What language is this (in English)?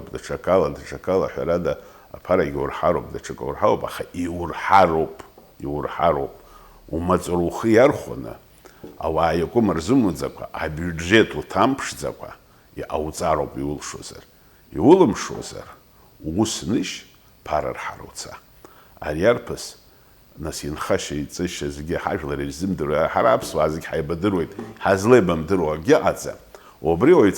Abkhazian